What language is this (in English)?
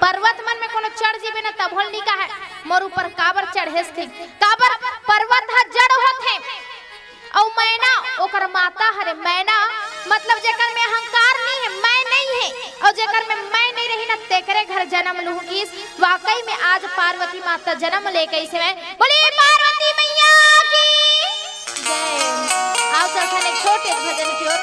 Chhattisgarhi